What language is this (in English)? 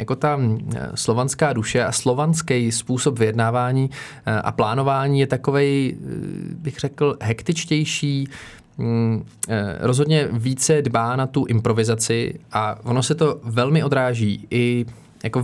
Czech